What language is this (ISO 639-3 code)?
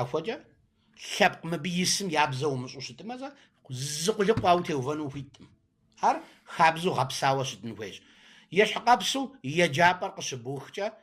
kbd